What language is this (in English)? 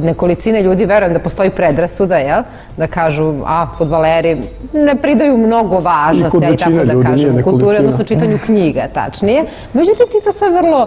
Serbian